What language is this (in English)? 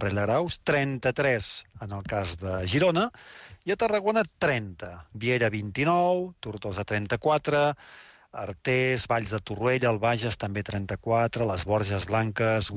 Catalan